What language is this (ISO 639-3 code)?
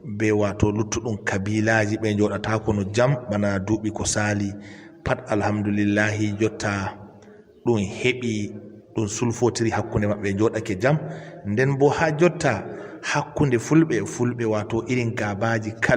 ful